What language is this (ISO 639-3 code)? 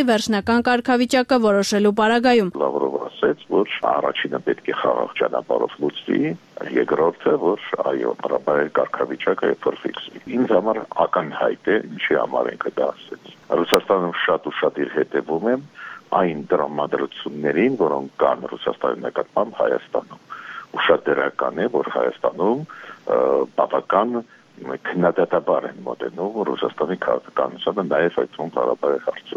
hye